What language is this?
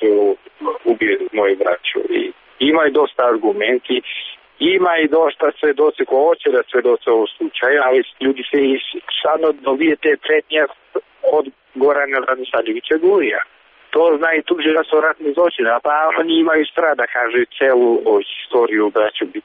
Serbian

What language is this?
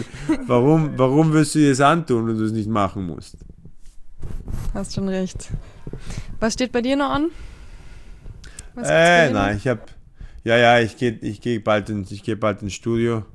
German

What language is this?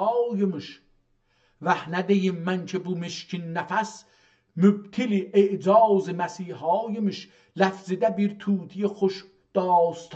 South Azerbaijani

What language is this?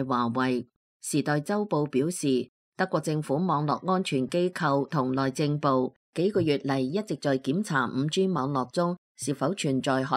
Cantonese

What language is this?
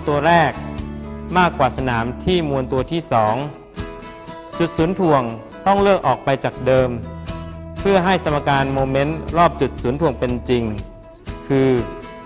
Thai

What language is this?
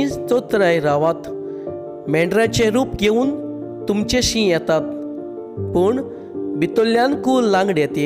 Konkani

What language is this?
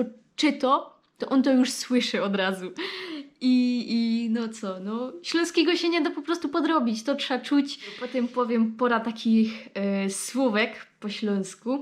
Silesian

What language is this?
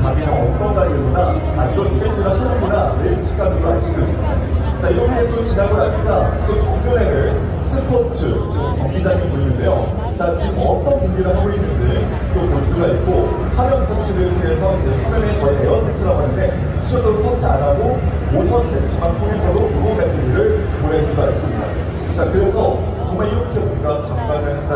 Korean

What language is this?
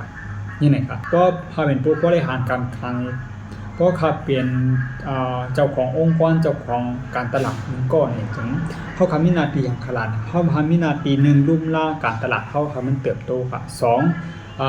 Shan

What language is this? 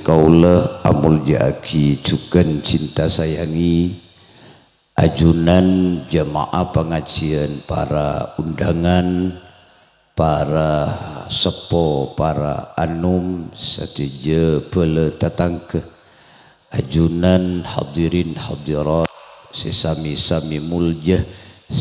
Madurese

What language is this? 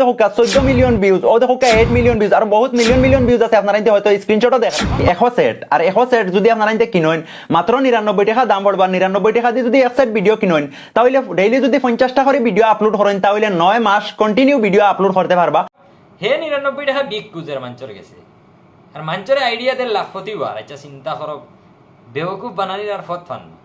Sylheti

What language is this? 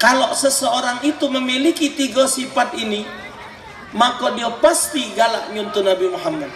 Musi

